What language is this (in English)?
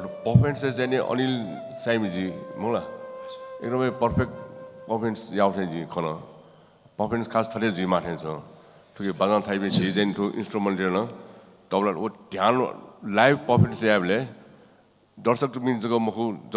Newari